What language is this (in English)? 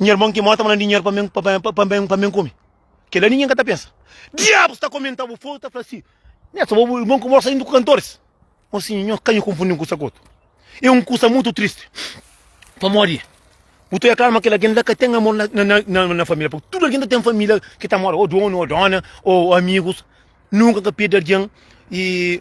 Kabuverdianu